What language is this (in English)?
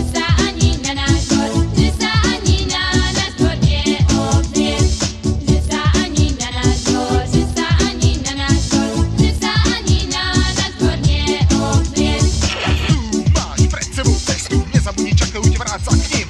Slovak